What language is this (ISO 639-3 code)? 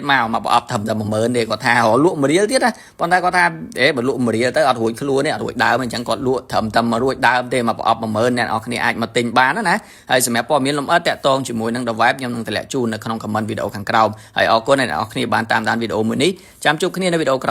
khm